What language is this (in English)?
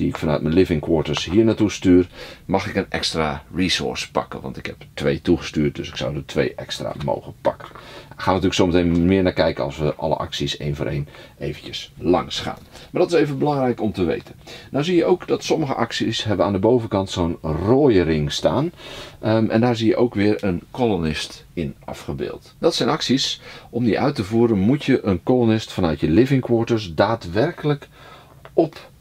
Dutch